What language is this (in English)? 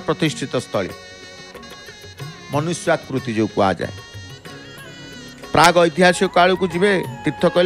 Odia